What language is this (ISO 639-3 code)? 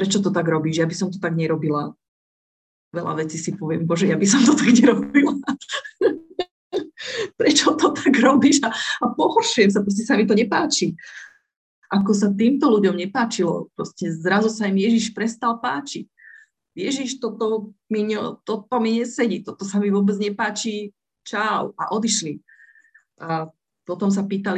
slk